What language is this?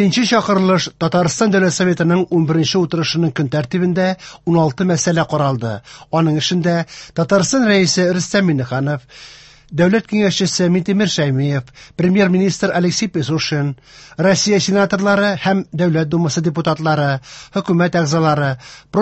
Tatar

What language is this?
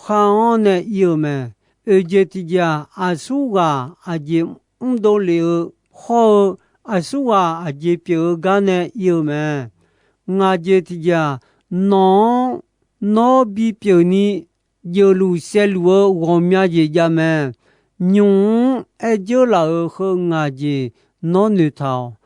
Akha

